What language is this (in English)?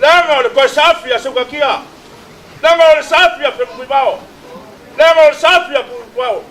Samoan